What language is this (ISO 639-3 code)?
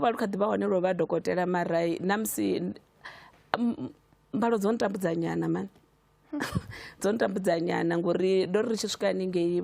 ven